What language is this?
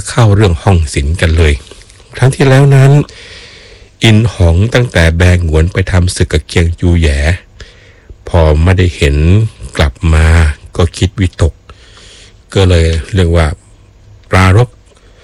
Thai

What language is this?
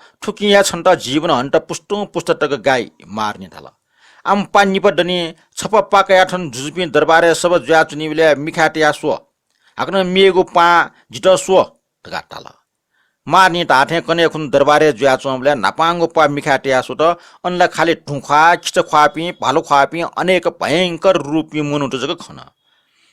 Newari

